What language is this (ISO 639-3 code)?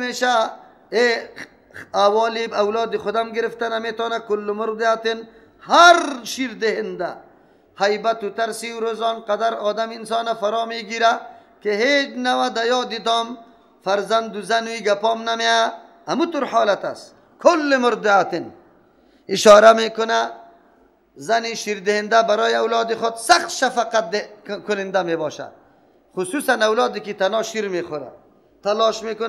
fas